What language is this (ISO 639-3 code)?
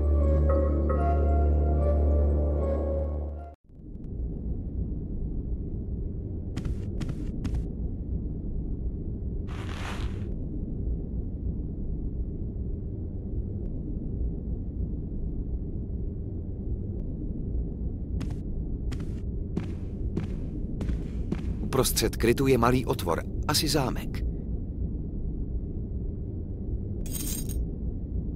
ces